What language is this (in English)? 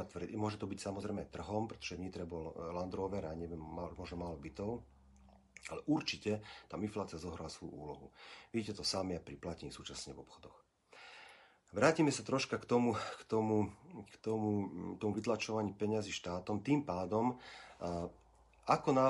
Slovak